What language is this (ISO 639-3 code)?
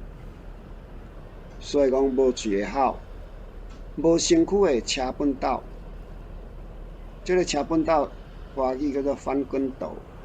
nan